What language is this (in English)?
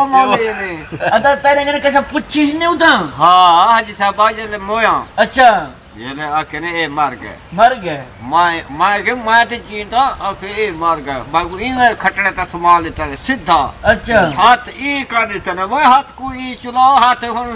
Saraiki